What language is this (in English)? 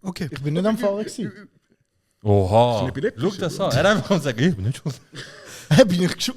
Swiss German